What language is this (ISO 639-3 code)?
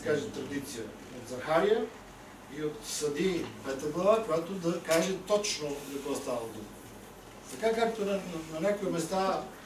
bul